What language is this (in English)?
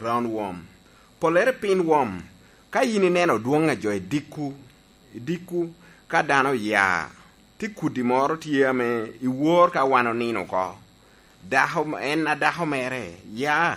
Lango (Uganda)